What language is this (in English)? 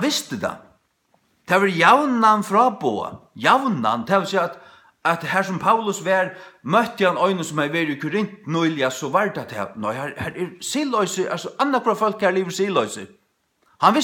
Faroese